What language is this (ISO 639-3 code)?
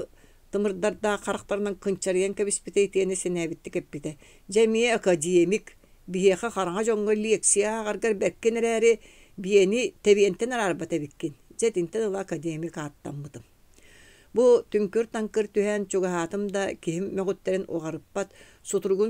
sah